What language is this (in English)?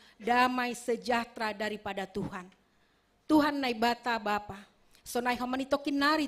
Batak Simalungun